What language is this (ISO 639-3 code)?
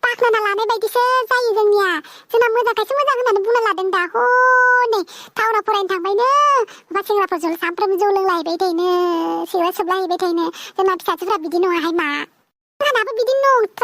brx